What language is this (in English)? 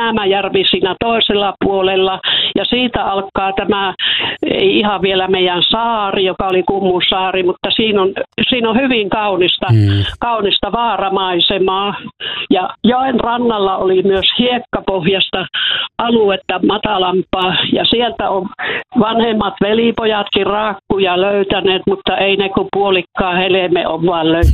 Finnish